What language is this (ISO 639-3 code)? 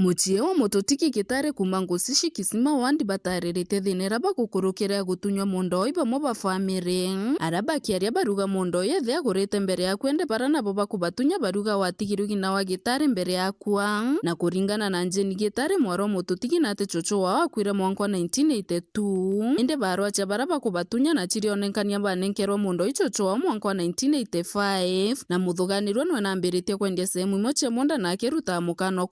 mer